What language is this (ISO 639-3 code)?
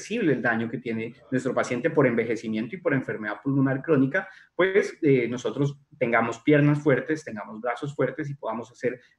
spa